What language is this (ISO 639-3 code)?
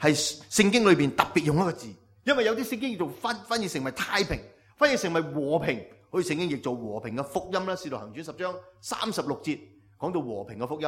yue